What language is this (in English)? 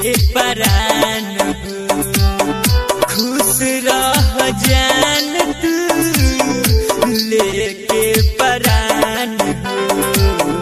Bhojpuri